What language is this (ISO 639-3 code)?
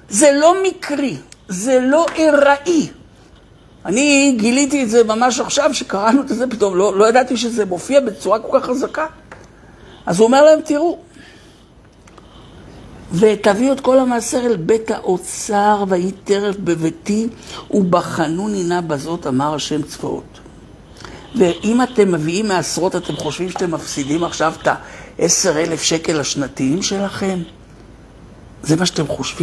heb